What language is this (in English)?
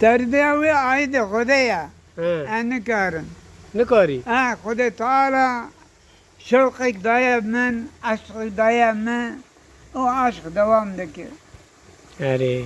Kurdish